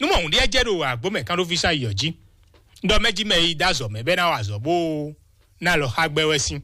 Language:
Fon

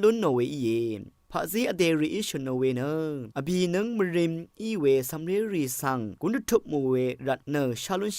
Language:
Rawang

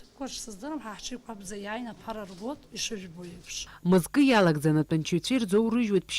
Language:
Abkhazian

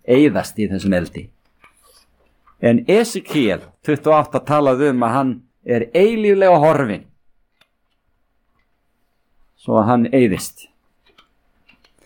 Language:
Icelandic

